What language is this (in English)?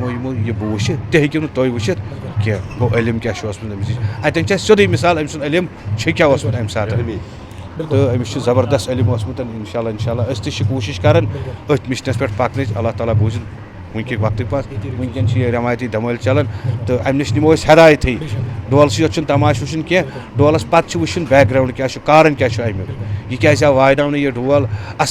Kashmiri